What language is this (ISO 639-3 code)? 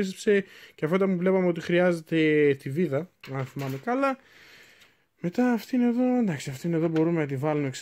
ell